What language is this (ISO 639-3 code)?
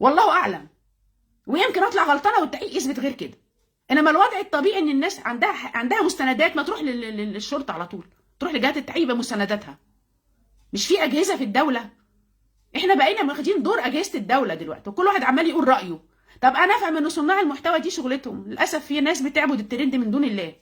arz